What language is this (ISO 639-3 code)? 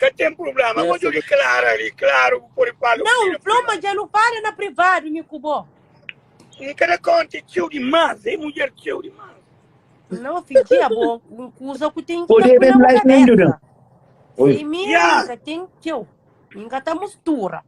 kea